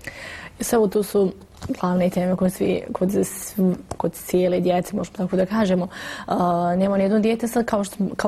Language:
Bosnian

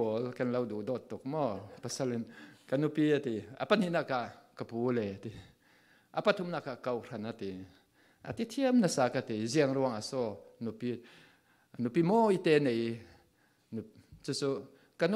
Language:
Falam Chin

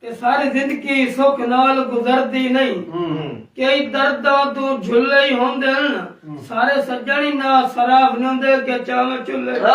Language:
Saraiki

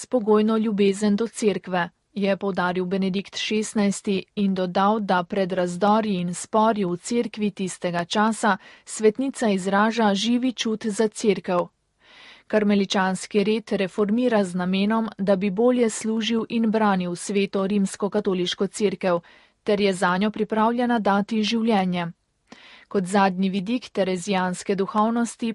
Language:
Slovenian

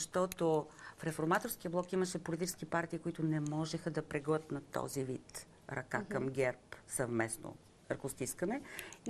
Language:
Bulgarian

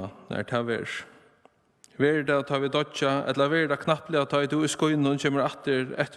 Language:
Faroese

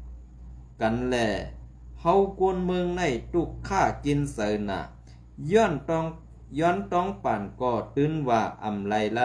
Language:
Shan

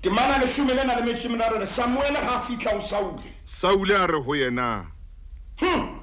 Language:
Southern Sotho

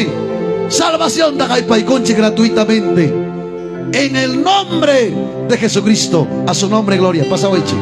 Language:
Ayacucho Quechua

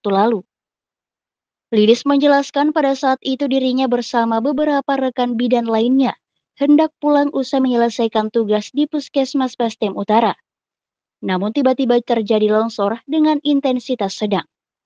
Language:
Indonesian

